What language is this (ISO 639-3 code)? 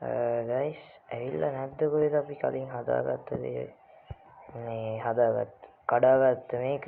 sin